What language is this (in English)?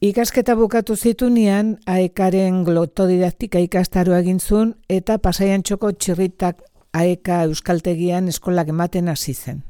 Basque